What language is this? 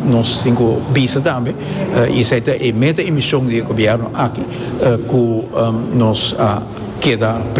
Papiamento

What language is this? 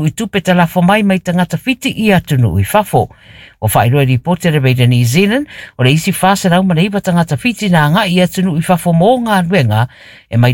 Samoan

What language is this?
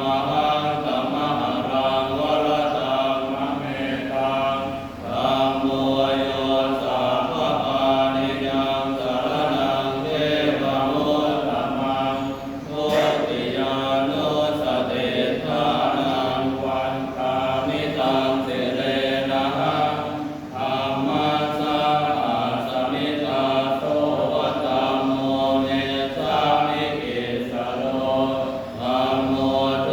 Pali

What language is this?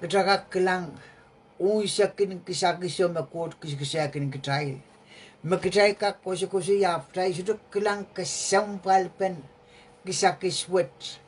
Pohnpeian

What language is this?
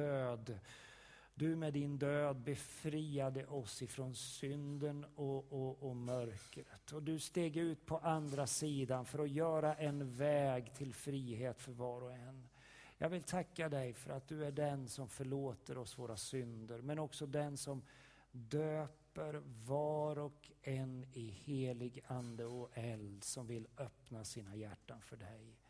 Swedish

